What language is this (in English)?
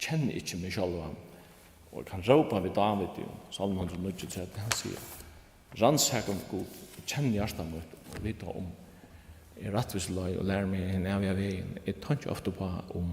Faroese